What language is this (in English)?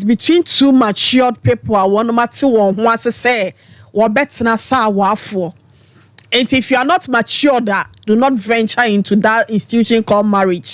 Akan